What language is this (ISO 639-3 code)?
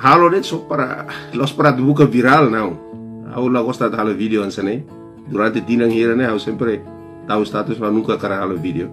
tet